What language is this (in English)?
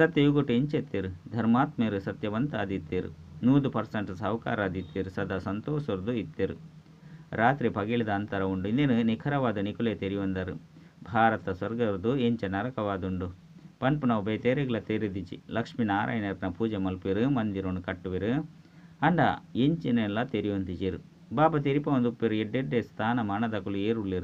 Tulu